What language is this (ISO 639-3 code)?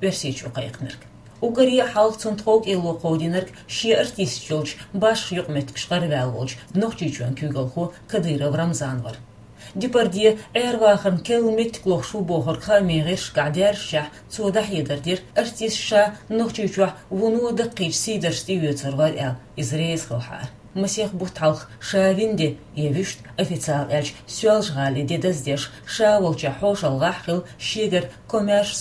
che